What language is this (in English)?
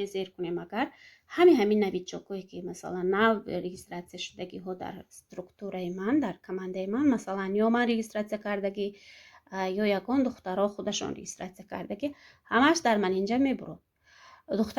Tajik